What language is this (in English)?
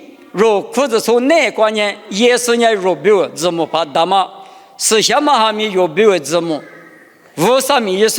Lisu